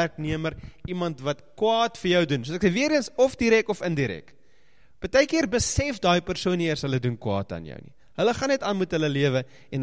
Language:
Afrikaans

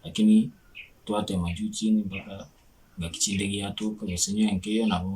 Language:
Gusii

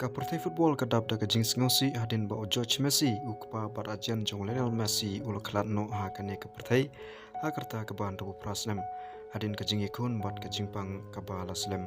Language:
Khasi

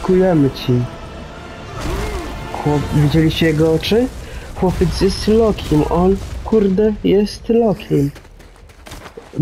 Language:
Polish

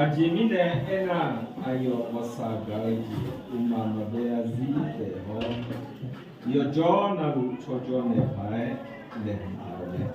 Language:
Akha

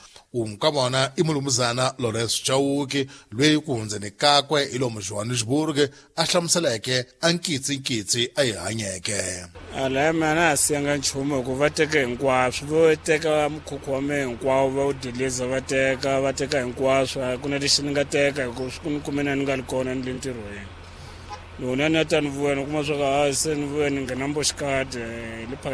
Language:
Tsonga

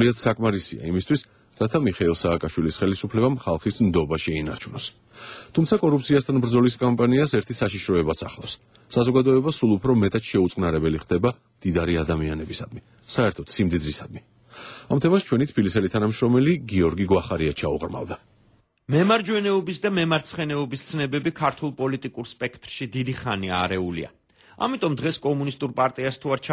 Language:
Georgian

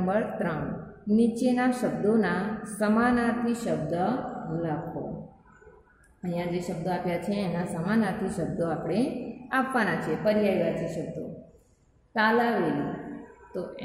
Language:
Gujarati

